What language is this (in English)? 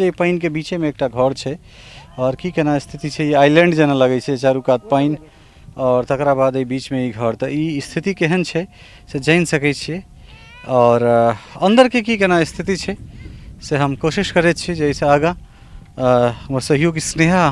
Maithili